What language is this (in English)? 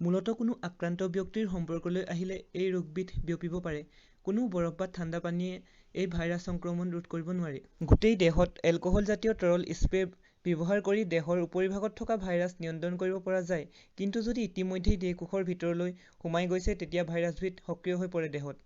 Assamese